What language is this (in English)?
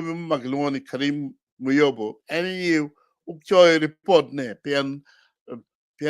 Acoli